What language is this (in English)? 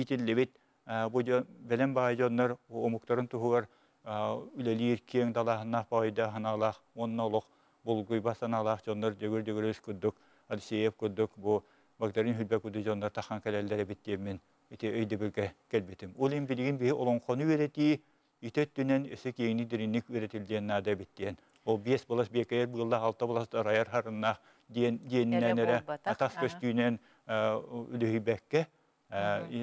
Yakut